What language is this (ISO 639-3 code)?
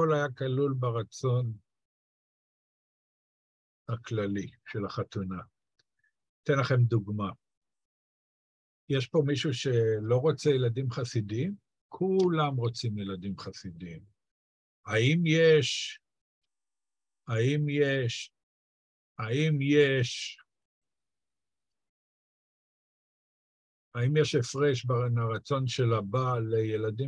heb